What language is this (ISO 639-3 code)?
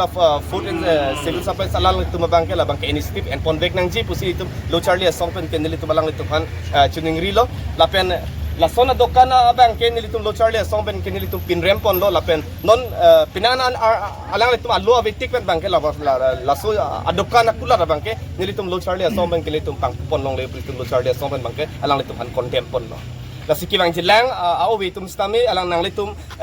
mjw